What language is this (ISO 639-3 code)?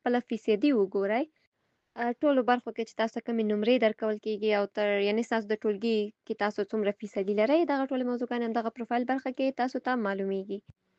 pus